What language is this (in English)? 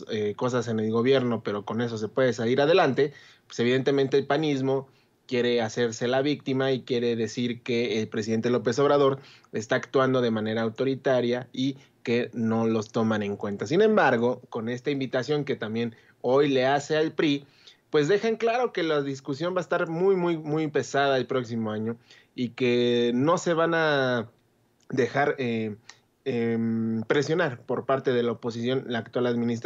Spanish